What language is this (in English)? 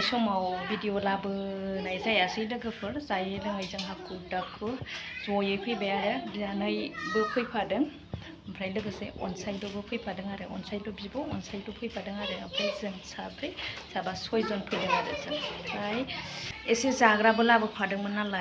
Bodo